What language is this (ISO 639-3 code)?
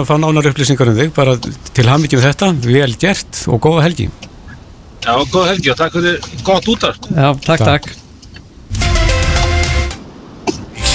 isl